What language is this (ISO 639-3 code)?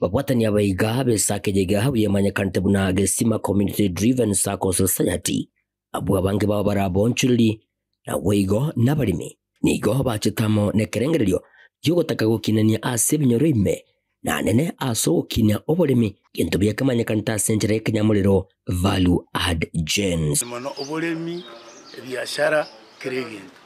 guz